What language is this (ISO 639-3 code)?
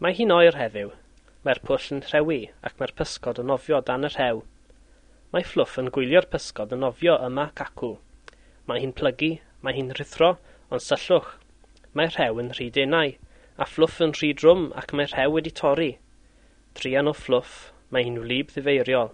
cym